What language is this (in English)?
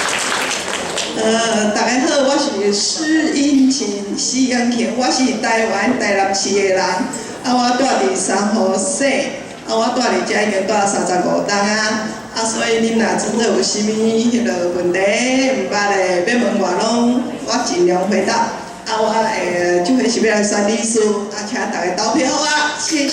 Min Nan Chinese